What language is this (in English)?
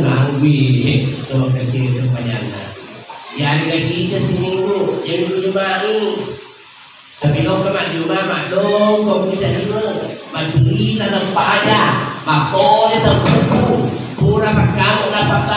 Buginese